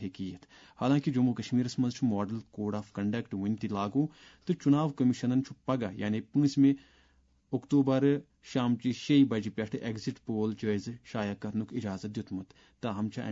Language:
Kashmiri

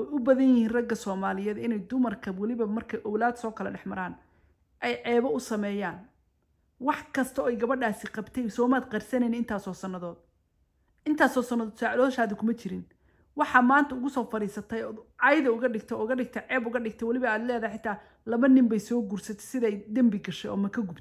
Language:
Somali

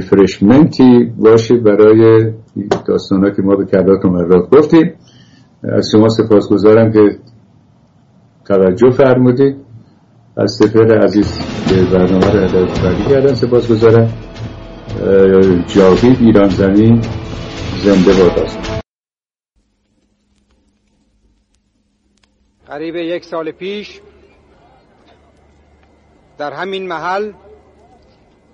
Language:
Persian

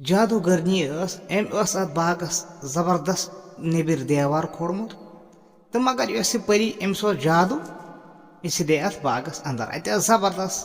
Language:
Kashmiri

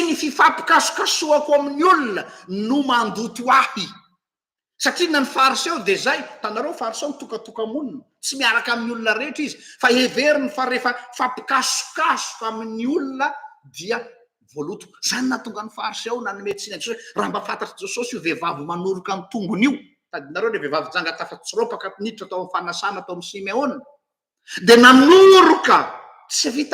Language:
Malagasy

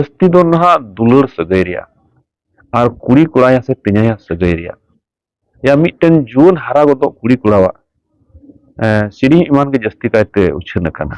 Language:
Santali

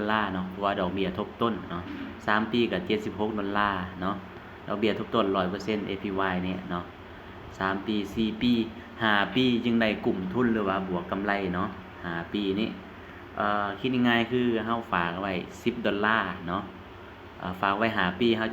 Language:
Lao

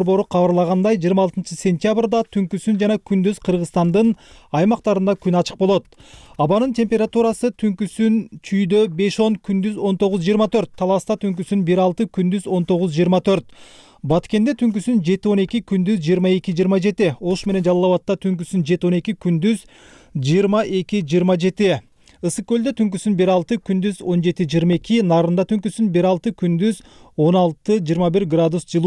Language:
Kyrgyz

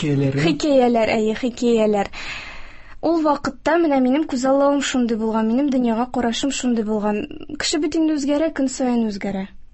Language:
Tatar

